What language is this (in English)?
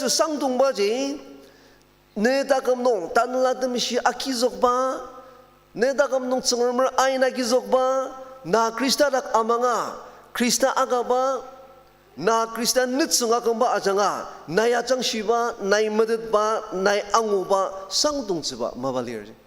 Ao Naga